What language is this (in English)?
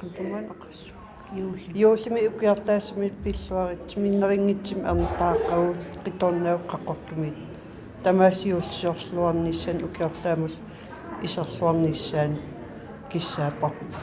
Kalaallisut